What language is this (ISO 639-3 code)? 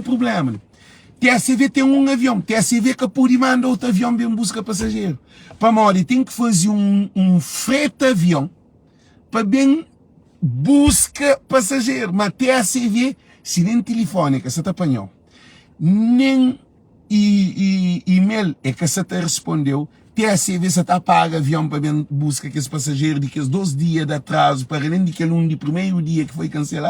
kea